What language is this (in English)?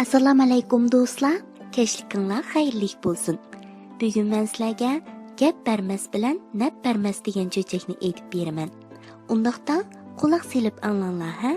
Uyghur